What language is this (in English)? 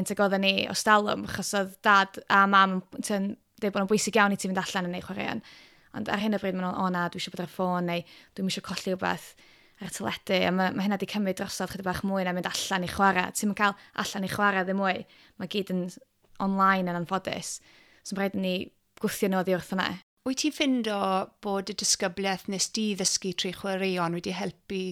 Welsh